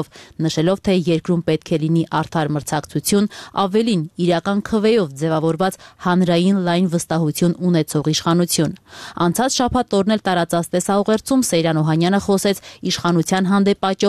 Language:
Armenian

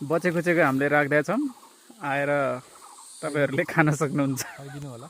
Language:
Nepali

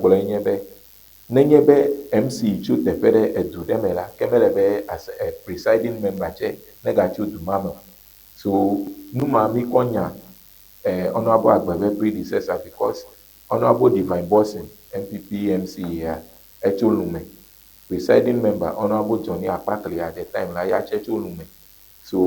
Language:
Ewe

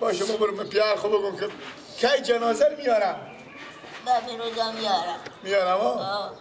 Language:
Persian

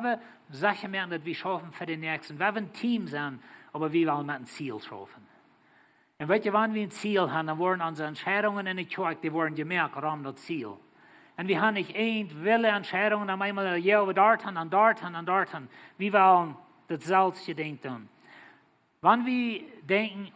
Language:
Plautdietsch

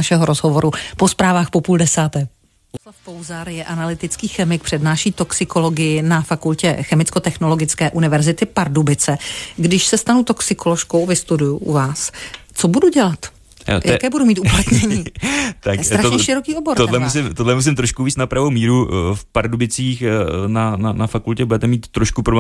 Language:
Czech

